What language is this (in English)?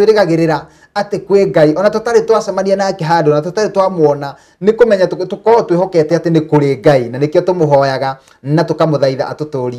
Kikuyu